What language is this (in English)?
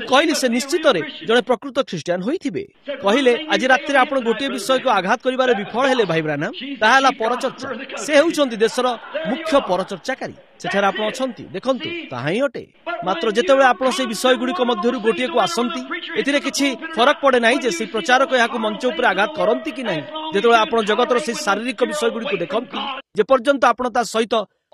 Odia